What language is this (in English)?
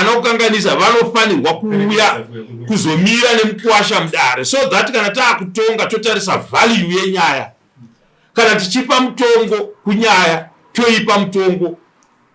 Shona